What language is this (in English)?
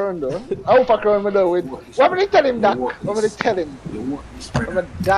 Jamaican Creole English